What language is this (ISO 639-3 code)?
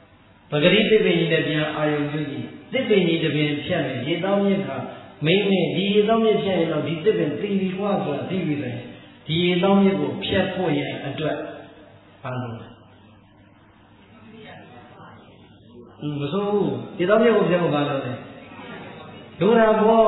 mya